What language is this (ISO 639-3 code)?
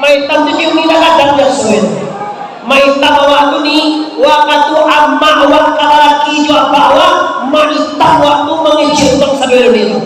min